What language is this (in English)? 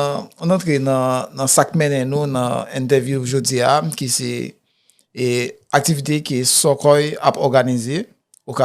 Haitian Creole